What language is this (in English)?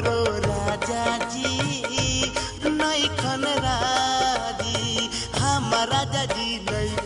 Bhojpuri